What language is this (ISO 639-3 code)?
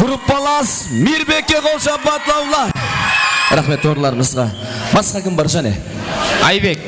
kaa